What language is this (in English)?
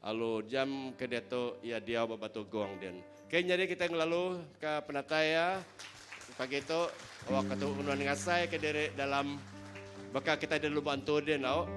Iban